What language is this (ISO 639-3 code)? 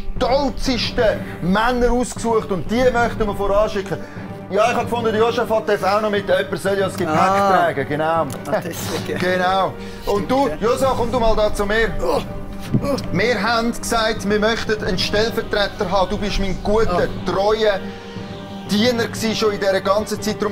gsw